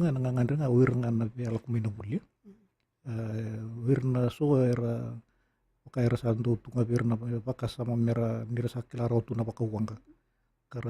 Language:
Fijian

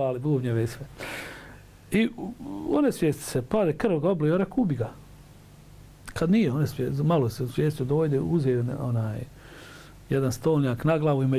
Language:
Bosnian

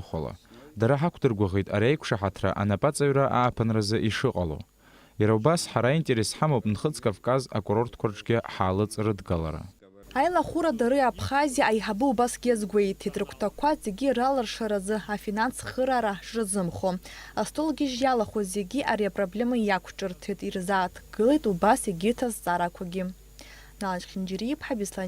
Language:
Abkhazian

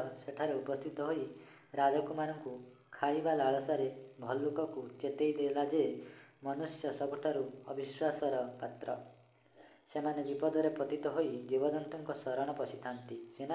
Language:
Odia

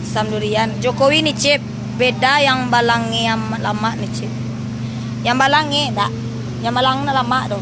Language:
Minangkabau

